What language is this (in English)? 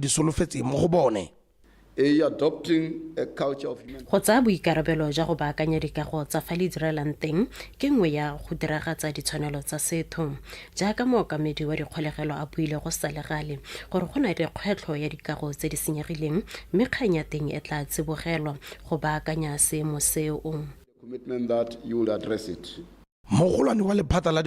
Tswana